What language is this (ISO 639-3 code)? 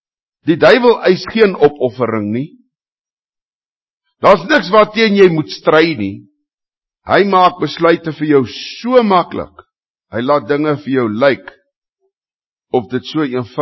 afr